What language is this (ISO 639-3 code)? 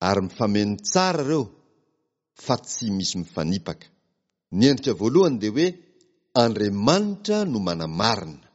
mlg